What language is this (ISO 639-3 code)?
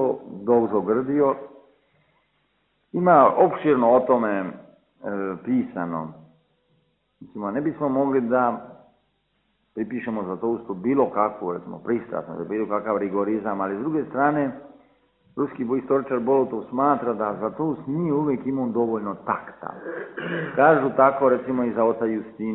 srp